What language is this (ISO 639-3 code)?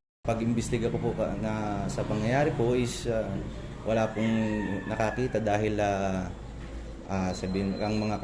bik